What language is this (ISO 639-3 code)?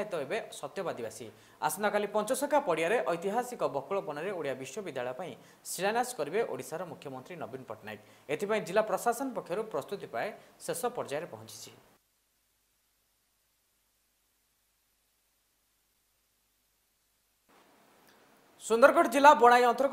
ori